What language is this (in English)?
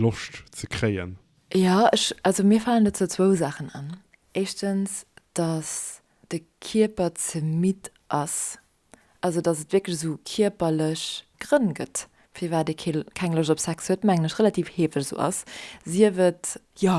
Luxembourgish